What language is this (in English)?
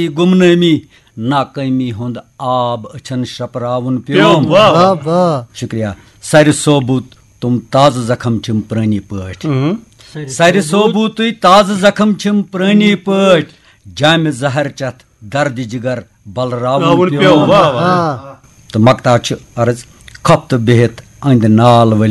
Kashmiri